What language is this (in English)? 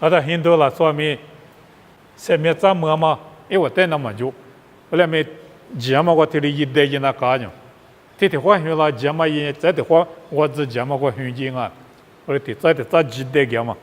Lisu